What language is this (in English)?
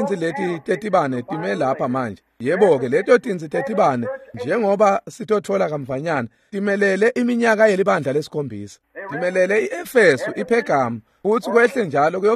Swati